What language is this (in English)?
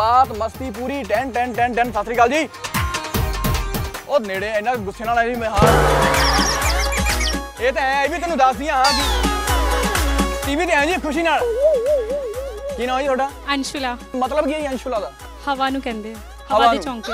Punjabi